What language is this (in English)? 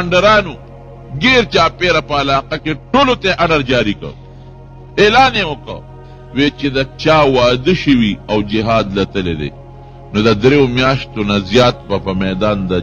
Pashto